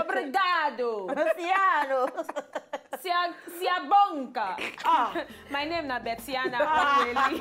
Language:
Nigerian Pidgin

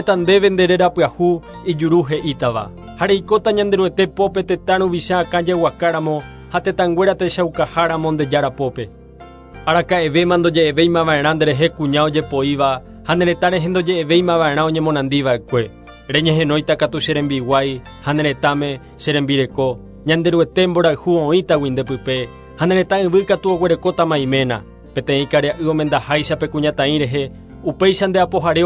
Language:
Guarani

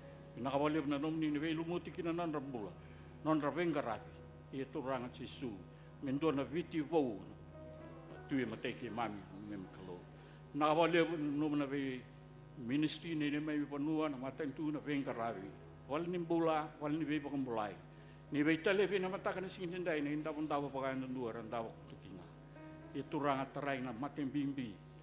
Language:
Fijian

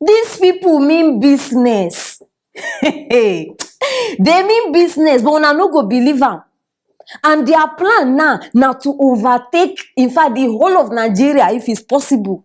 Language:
Nigerian Pidgin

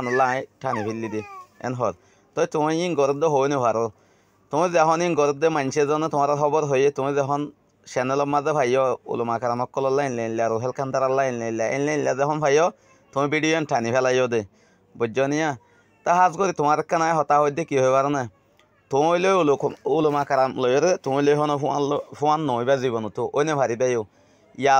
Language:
Rohingya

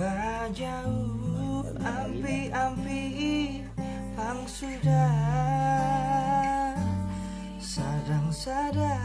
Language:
Banjar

